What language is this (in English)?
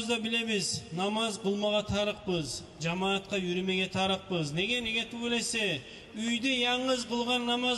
Kumyk